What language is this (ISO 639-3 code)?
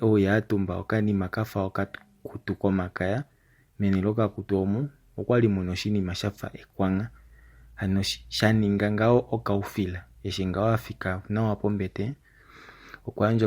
kua